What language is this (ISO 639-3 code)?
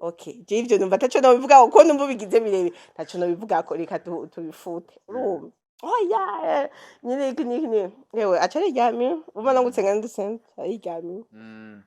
run